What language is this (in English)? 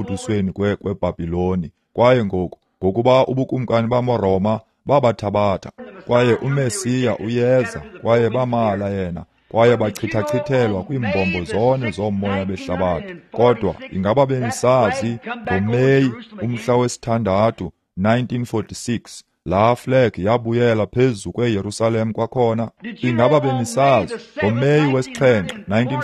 Xhosa